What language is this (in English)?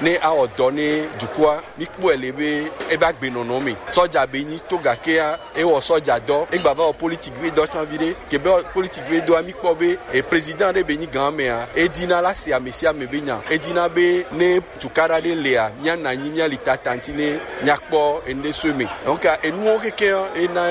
Gen